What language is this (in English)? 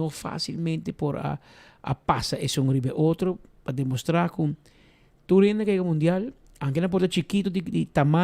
Papiamento